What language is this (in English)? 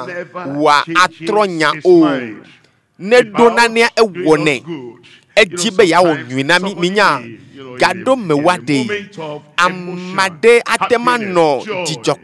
Ewe